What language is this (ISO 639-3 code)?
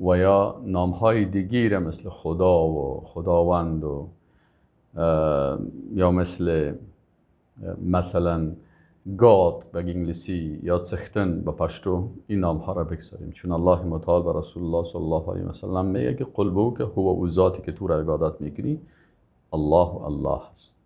fas